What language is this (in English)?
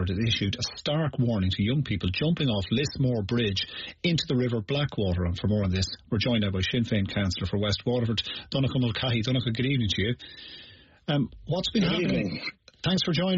English